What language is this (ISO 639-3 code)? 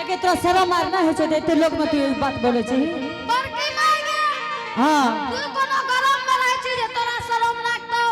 anp